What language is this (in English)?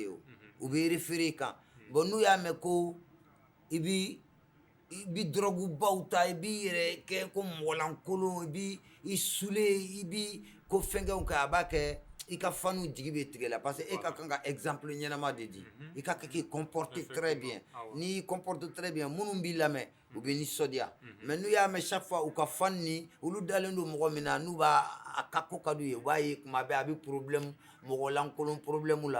Bambara